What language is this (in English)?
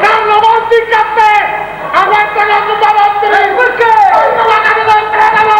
Neapolitan